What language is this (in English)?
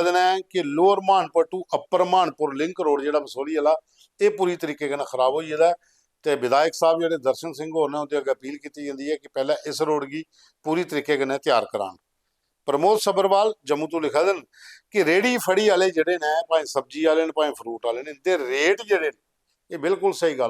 Dogri